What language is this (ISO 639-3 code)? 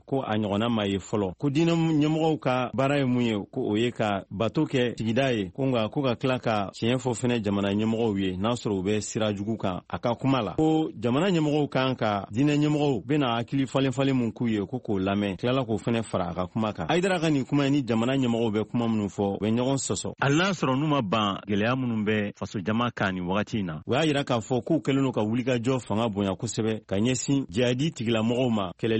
bam